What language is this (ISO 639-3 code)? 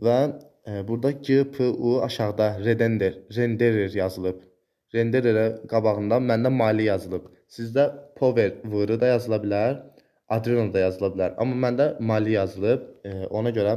aze